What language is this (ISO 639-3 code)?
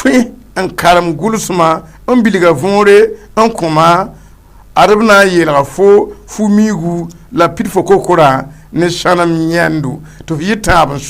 mos